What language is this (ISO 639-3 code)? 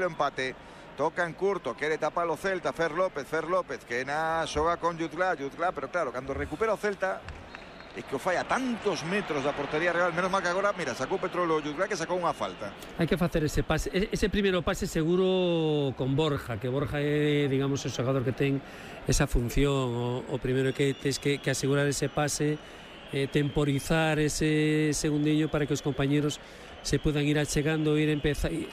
glg